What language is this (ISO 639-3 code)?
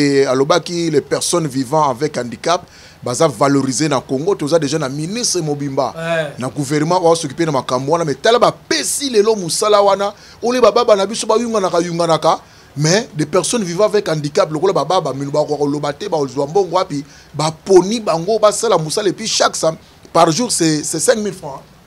lin